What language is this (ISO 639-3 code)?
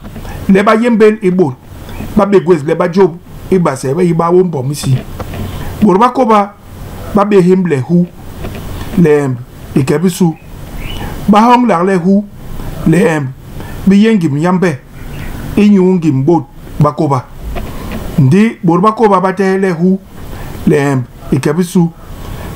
bas